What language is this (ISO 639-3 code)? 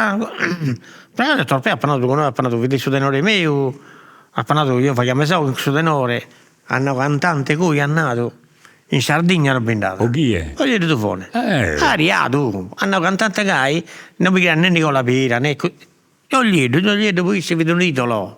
srd